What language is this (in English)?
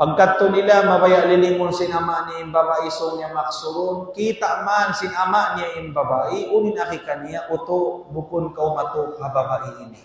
Tausug